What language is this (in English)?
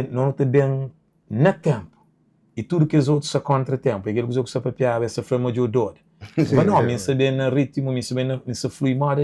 Kabuverdianu